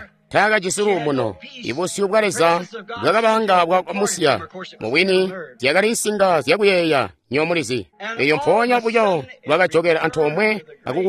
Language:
Tonga (Zambia)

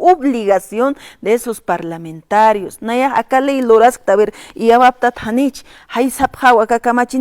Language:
Aymara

